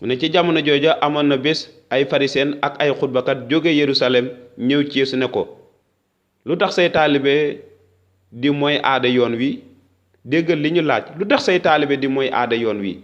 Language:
Wolof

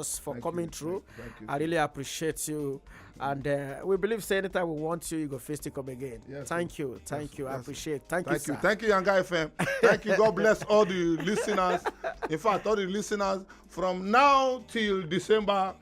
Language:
Nigerian Pidgin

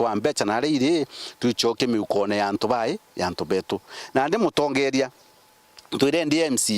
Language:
Meru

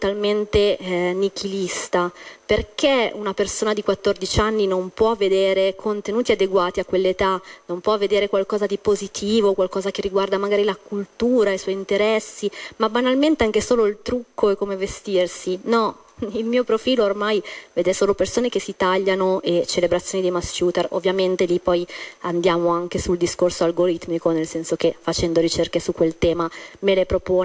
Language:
Italian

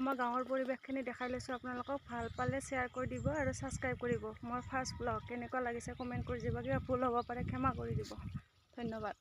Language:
Assamese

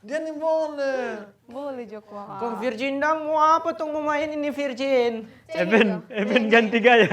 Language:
Manado Malay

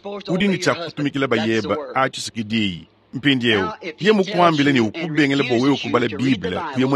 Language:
Luba-Lulua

